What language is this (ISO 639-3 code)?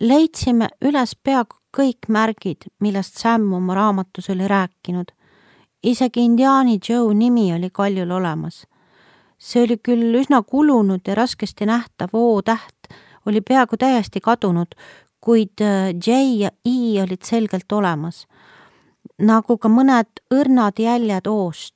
est